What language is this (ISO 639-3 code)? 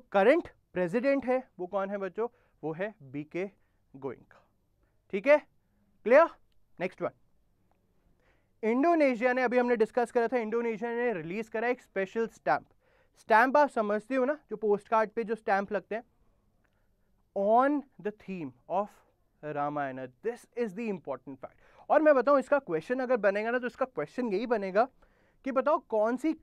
hin